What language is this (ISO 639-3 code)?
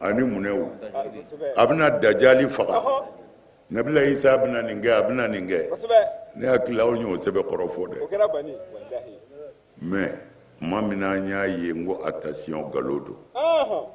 bam